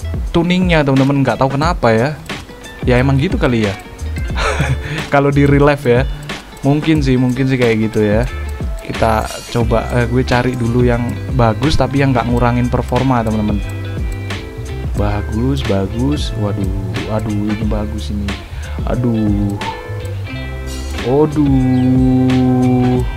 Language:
Indonesian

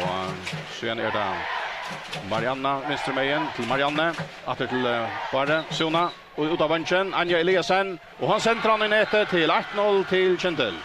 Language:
Faroese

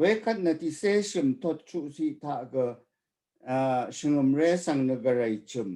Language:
Rawang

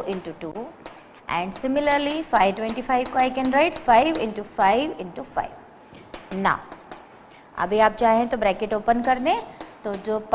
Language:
Hindi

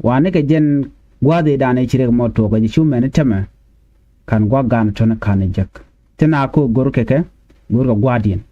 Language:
Nuer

